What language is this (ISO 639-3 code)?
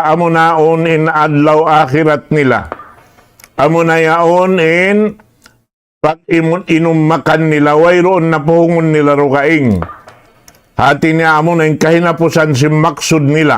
tsg